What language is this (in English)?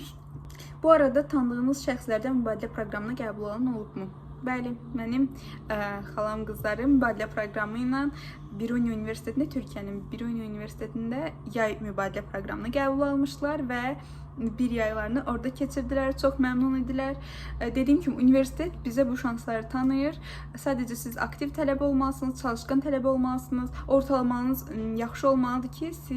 Azerbaijani